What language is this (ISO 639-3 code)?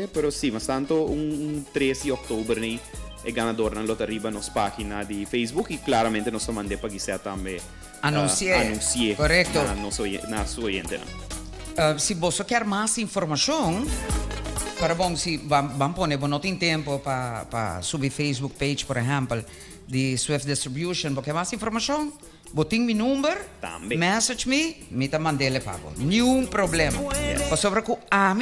pap